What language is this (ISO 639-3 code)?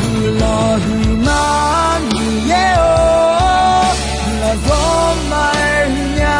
ahk